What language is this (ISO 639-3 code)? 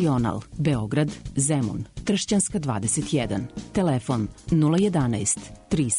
srp